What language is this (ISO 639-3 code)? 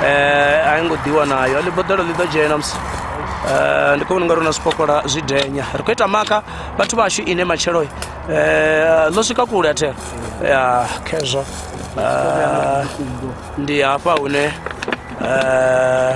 ven